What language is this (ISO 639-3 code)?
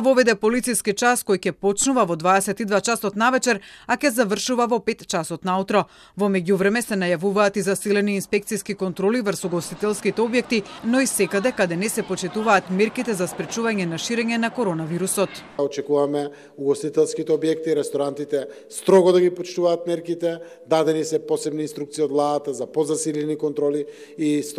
mkd